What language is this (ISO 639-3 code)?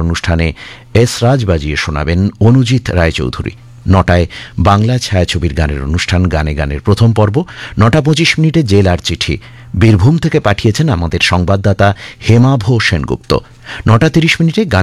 ben